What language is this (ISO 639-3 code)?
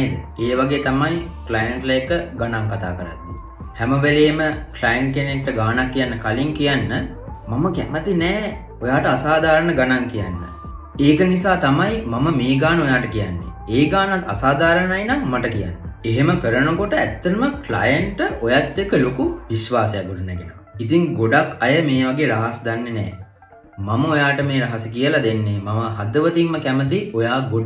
sin